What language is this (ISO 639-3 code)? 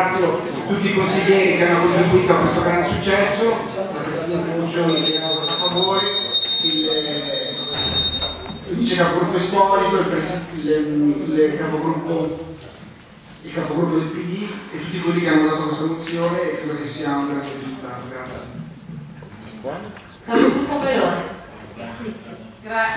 ita